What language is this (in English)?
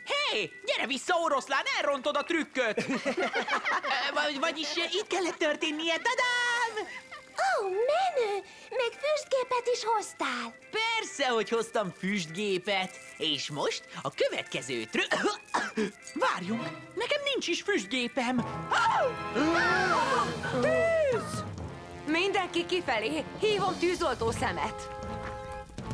Hungarian